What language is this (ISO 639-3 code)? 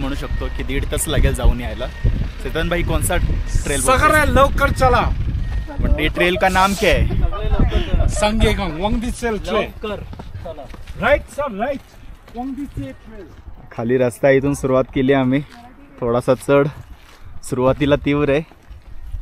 mar